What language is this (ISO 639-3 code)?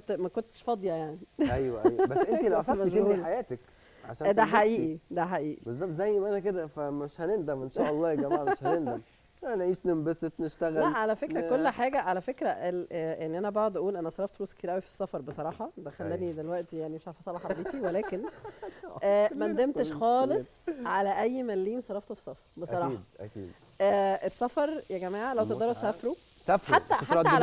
arz